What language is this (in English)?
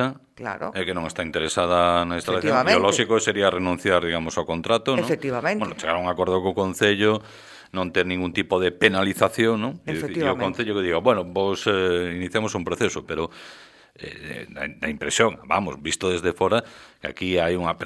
Galician